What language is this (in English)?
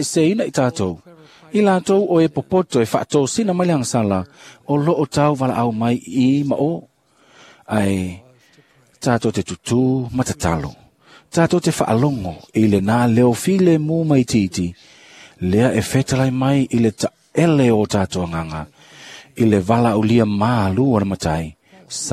Samoan